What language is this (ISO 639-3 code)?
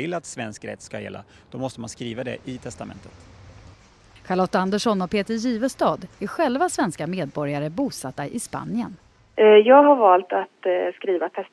swe